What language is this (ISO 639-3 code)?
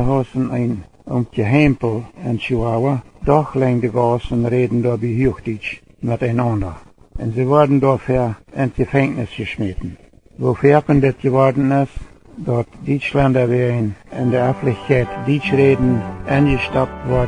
pdt